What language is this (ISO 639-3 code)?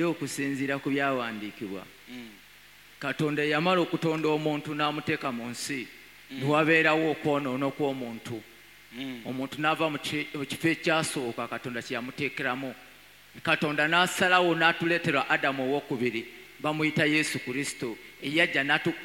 lug